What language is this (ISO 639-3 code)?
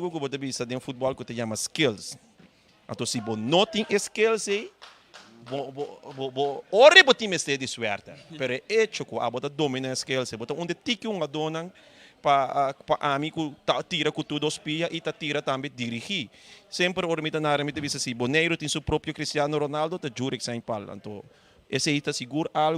pap